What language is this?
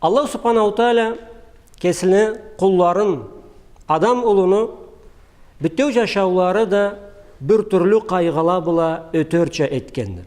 Karachay-Balkar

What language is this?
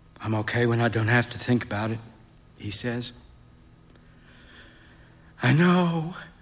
English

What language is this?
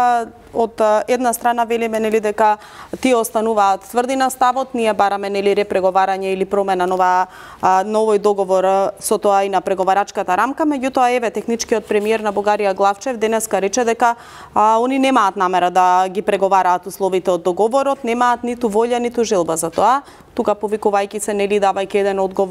Macedonian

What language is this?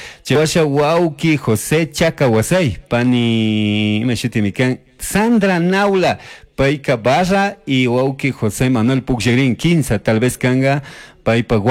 Chimborazo Highland Quichua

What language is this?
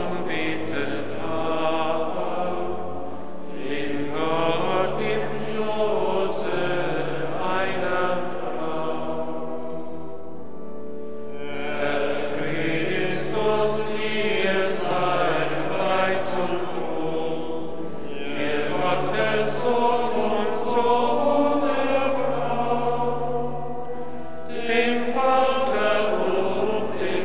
German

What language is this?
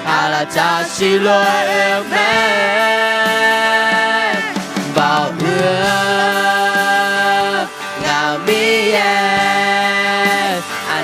Akha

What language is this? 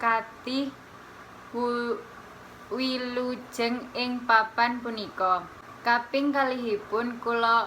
Javanese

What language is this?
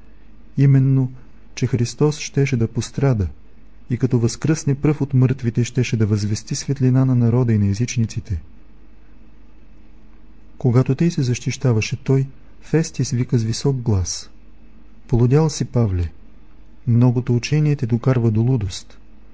Bulgarian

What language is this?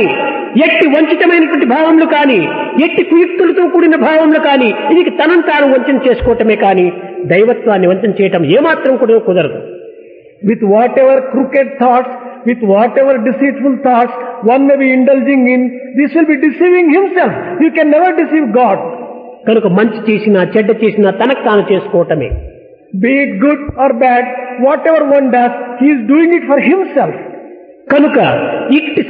Telugu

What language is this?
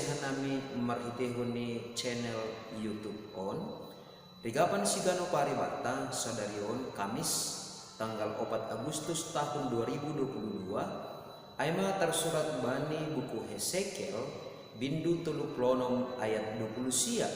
Batak Simalungun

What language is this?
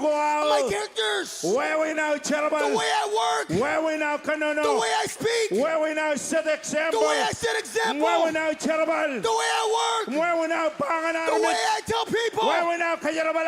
Marshallese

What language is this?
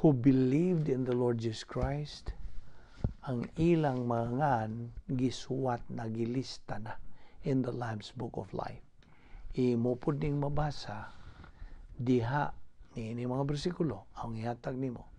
Cebuano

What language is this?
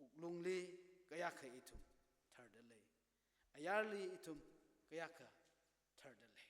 Tangkhul Naga (India)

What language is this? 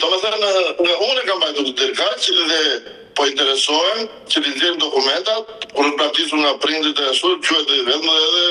Albanian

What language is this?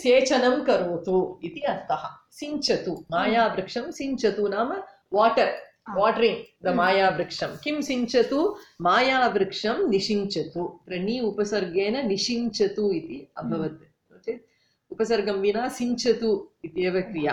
Sanskrit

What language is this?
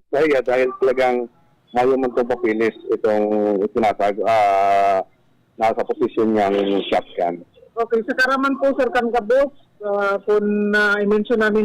Bikol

